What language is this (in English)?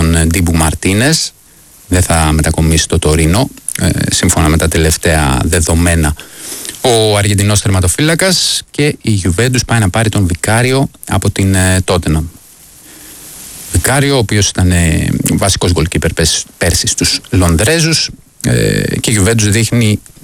Greek